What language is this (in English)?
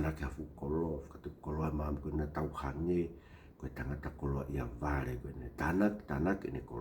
Tongan